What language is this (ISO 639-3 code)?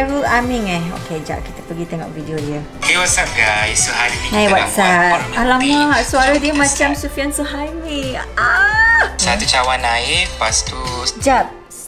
msa